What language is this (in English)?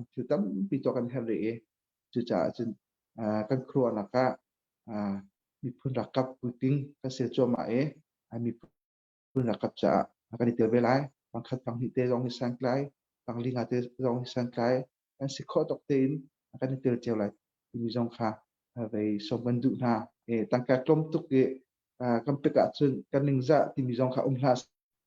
Hakha Chin